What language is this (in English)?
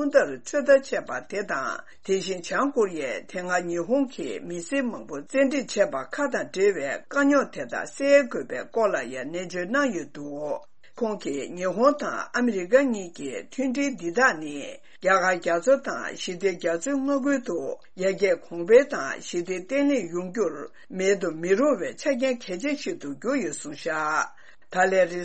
Tibetan